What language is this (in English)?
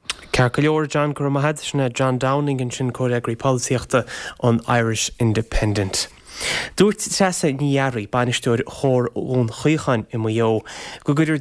Irish